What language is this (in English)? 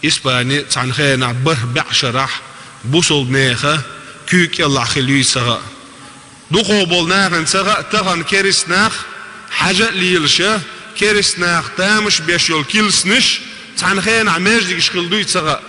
Chechen